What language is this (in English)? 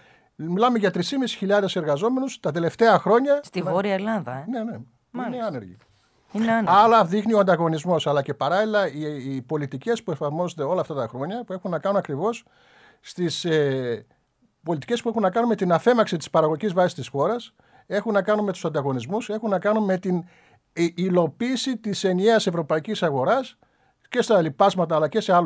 Greek